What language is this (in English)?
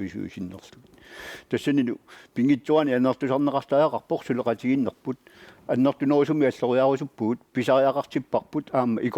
Kalaallisut